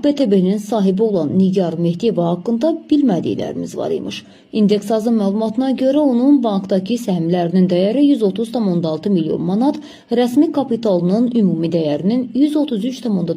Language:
Azerbaijani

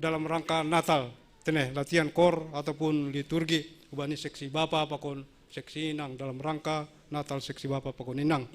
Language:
Batak Simalungun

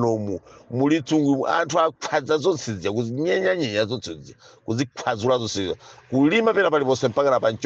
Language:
Nyanja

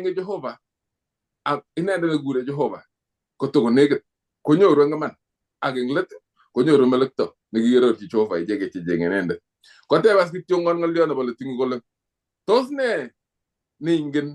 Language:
Kalenjin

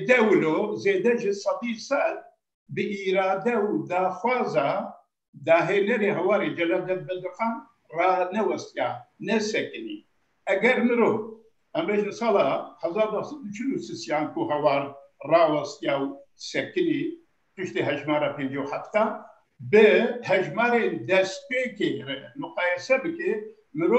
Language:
Kurdish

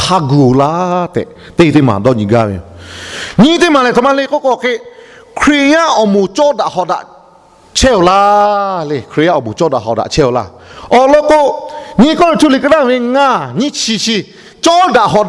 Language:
Lahu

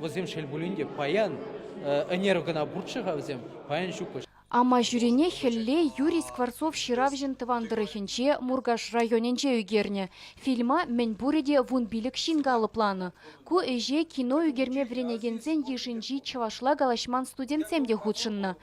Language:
Chuvash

